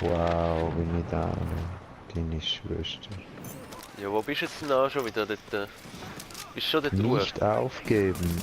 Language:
Swiss German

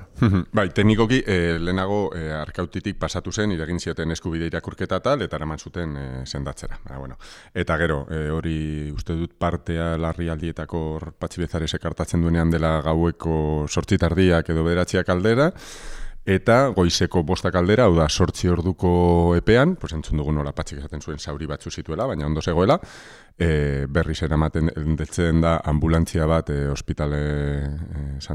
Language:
Basque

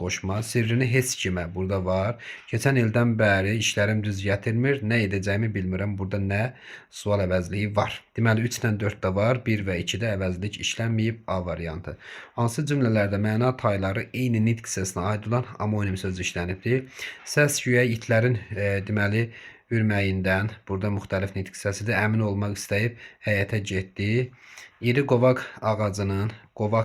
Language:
Azerbaijani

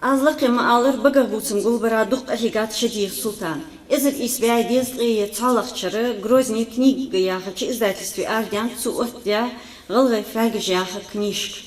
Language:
Ingush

